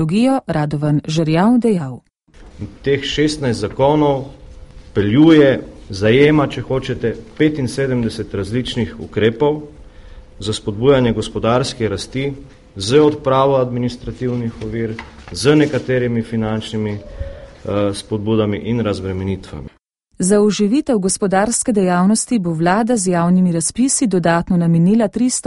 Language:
Slovenian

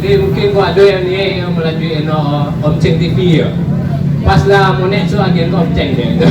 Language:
Minangkabau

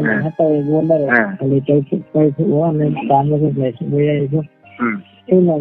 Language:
Riang (India)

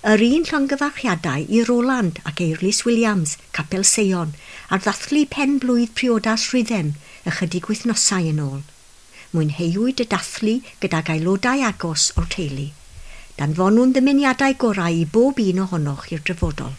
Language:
Welsh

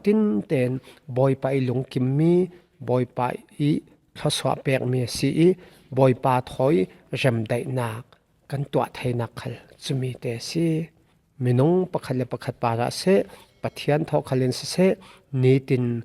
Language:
Falam Chin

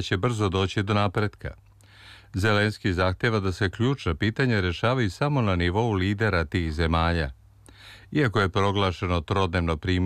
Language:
Serbian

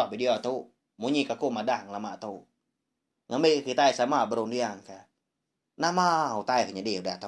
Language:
Iban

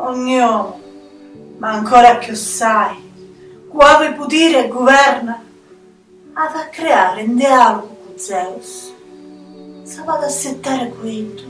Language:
Sicilian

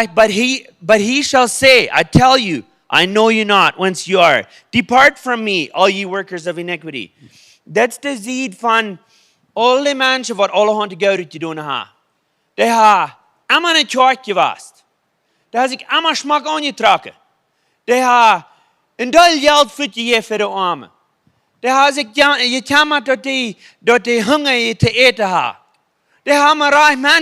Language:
Plautdietsch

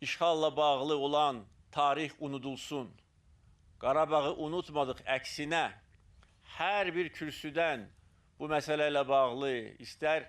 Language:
Azerbaijani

